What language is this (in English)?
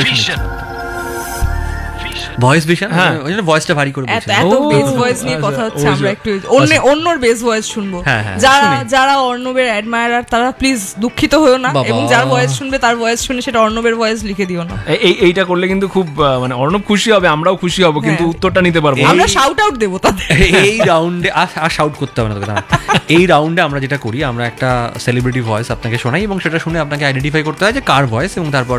Bangla